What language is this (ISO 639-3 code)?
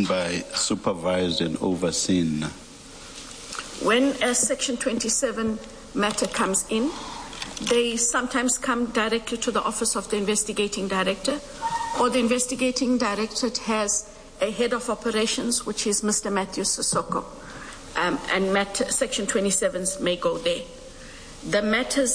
eng